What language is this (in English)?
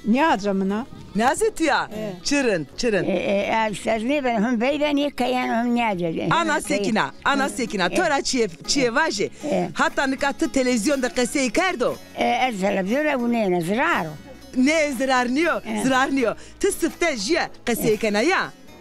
Zaza